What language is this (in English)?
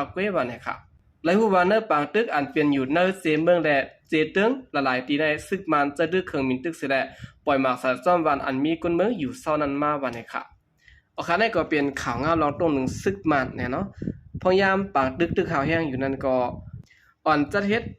Shan